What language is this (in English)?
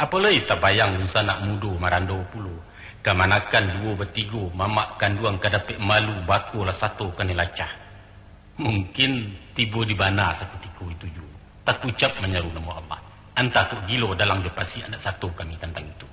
Minangkabau